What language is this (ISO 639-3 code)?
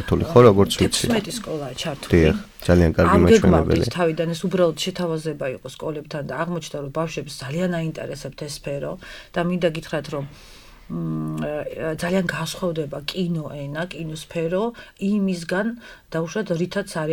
kat